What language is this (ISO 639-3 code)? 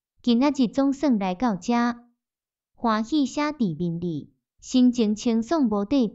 nan